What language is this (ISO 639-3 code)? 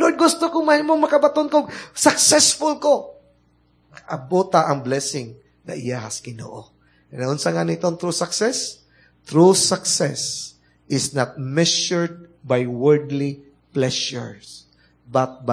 ceb